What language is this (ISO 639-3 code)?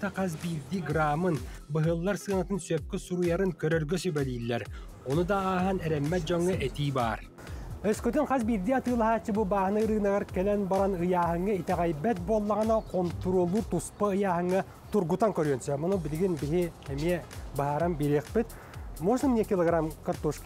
sah